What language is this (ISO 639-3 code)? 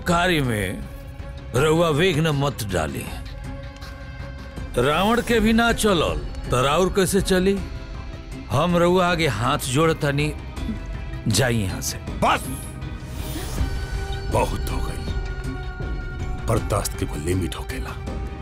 bho